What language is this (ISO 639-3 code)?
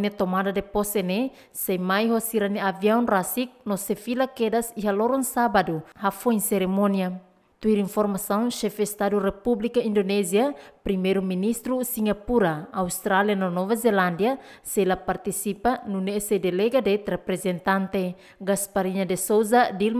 tet